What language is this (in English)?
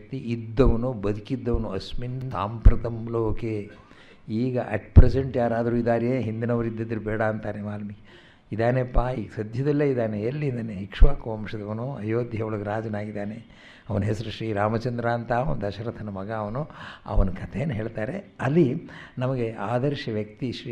Kannada